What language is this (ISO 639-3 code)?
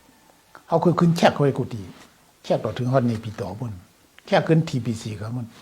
shn